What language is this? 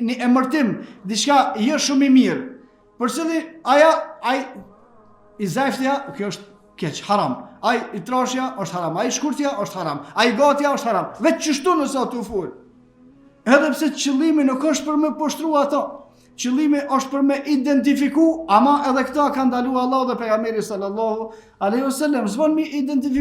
Albanian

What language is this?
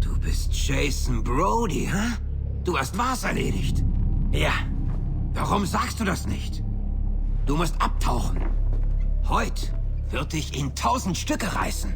Bavarian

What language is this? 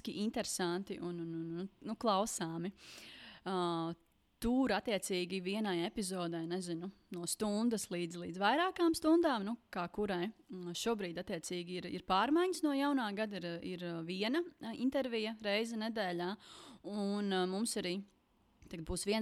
Latvian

